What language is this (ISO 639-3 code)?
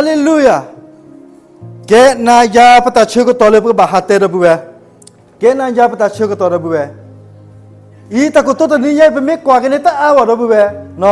ksw